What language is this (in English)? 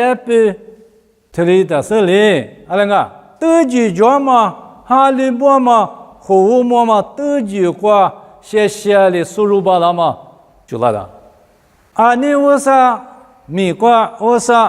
Lisu